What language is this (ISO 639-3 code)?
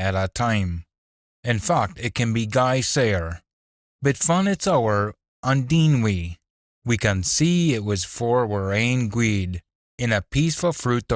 sco